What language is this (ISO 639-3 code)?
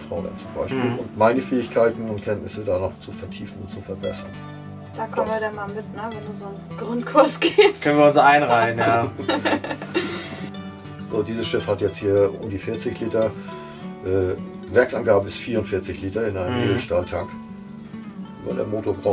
deu